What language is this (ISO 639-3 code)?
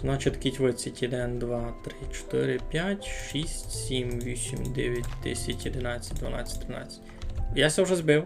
rue